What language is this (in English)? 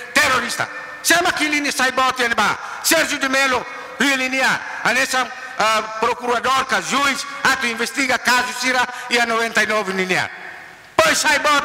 Tetum